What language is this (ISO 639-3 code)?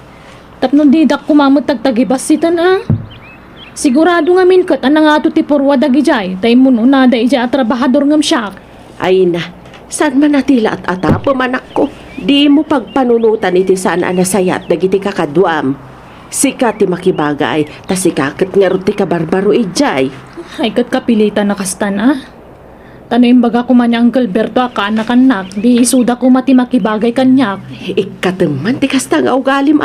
ilo